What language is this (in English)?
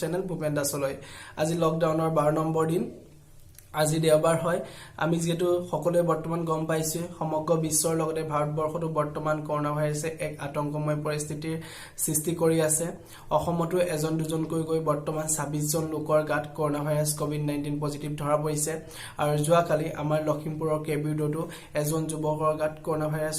Assamese